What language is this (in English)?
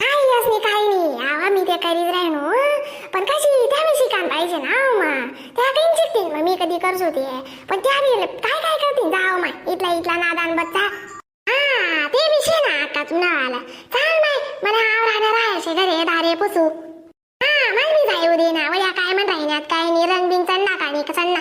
Khandesi